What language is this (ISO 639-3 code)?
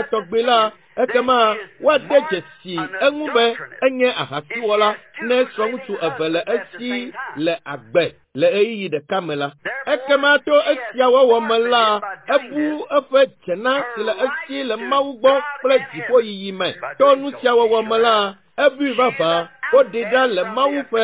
ewe